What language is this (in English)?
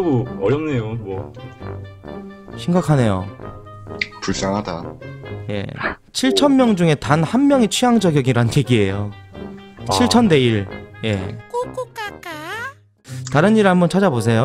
Korean